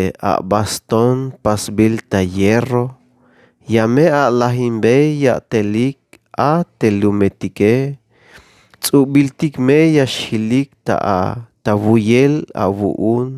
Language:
Tzeltal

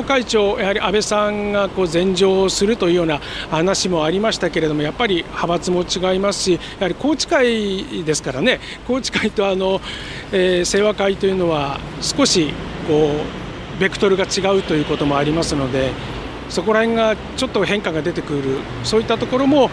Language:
Japanese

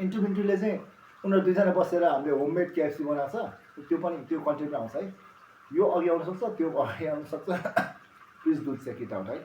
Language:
Nepali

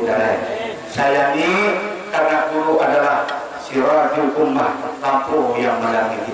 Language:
Banjar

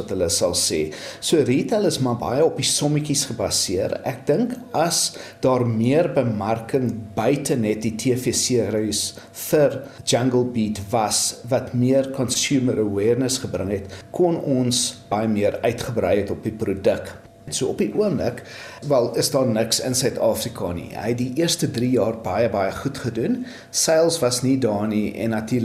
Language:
Afrikaans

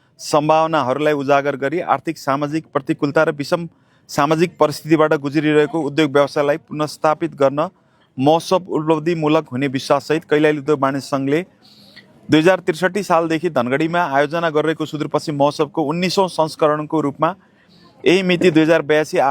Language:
Nepali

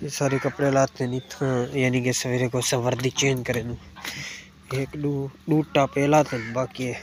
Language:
Saraiki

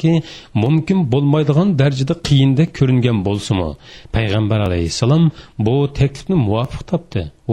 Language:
Uyghur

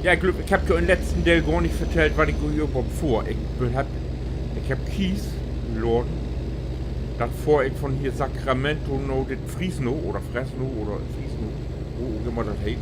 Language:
Low German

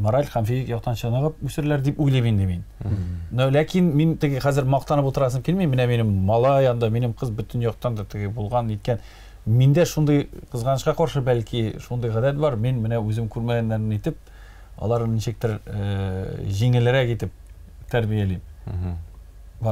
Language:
Tatar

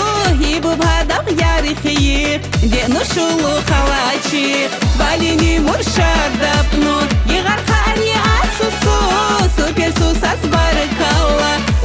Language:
Tabassaran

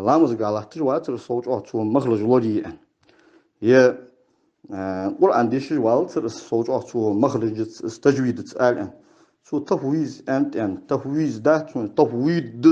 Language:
Ingush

